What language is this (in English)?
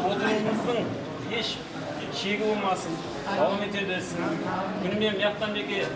Kara-Kalpak